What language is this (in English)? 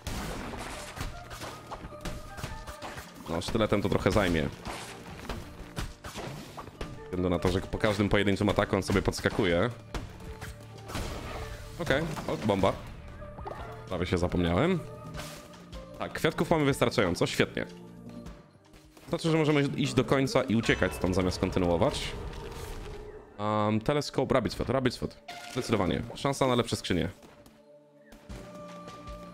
Polish